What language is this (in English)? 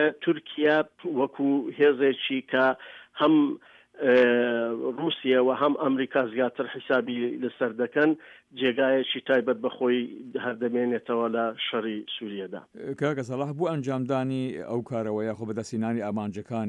Central Kurdish